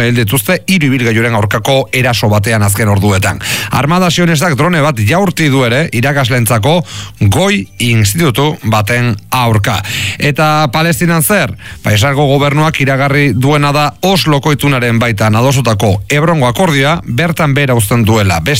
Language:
Basque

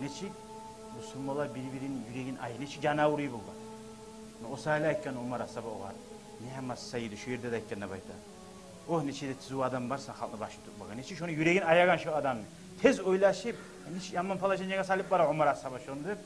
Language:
Kumyk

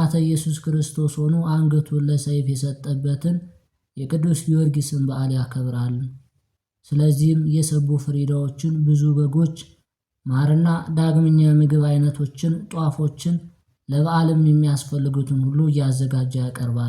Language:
Amharic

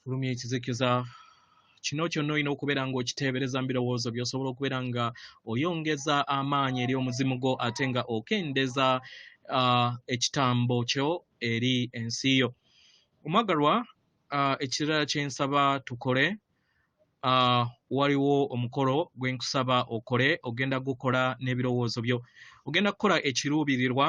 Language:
Ganda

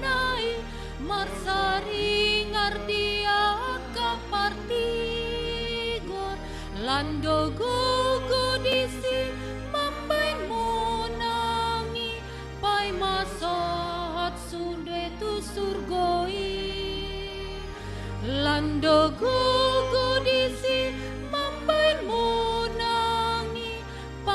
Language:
Batak Toba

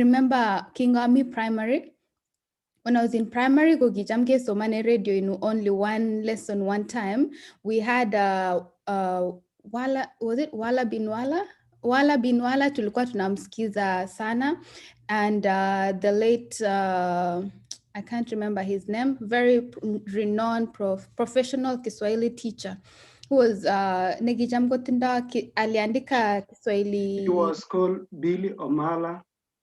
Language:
Kalenjin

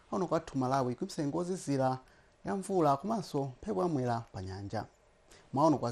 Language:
Nyanja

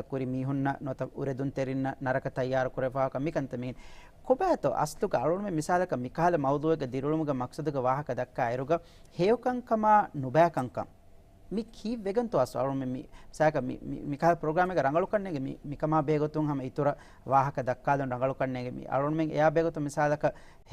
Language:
Divehi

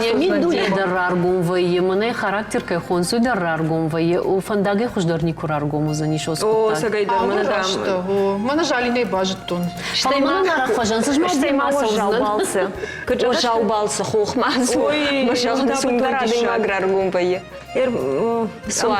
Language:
Ossetic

